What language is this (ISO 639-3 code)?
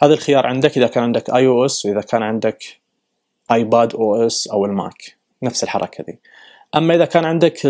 ars